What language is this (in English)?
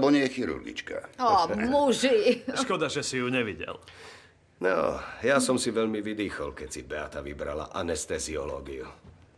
Slovak